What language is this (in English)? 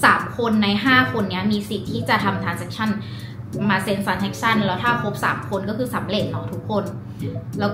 Thai